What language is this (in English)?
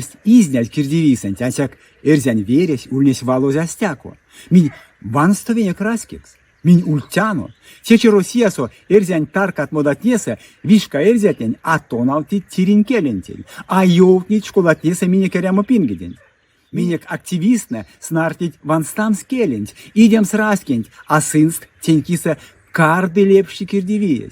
Erzya